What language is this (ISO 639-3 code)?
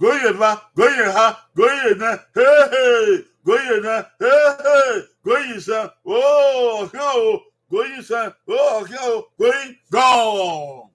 bin